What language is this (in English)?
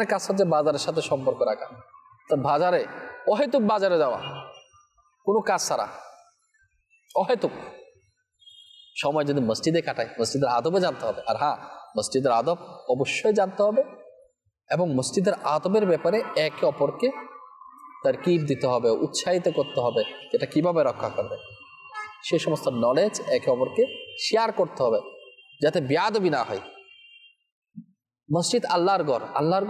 Bangla